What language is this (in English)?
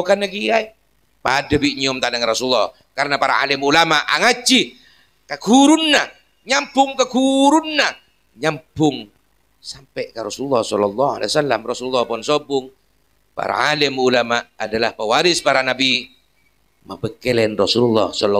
Madurese